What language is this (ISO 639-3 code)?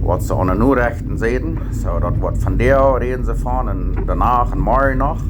pdt